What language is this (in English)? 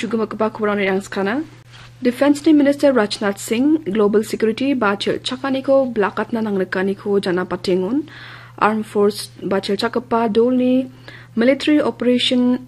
Garo